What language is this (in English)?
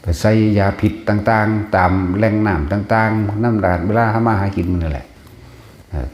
Lao